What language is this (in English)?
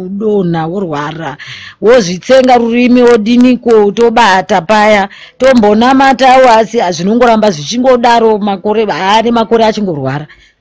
Shona